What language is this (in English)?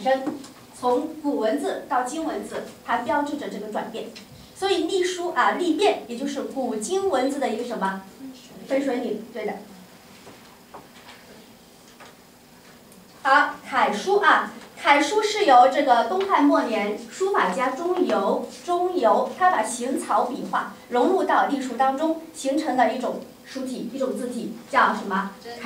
Chinese